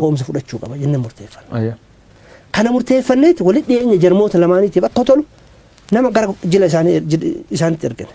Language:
Oromo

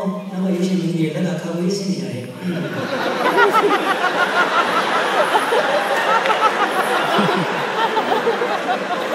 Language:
Burmese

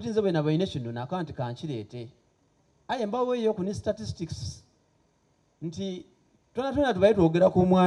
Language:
Soga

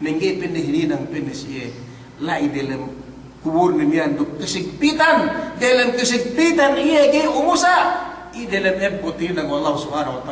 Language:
Yakan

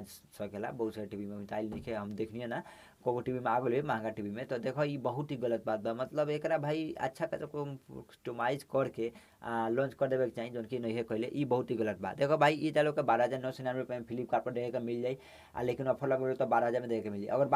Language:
Bhojpuri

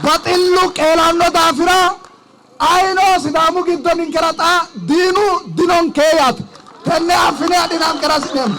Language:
Sidamo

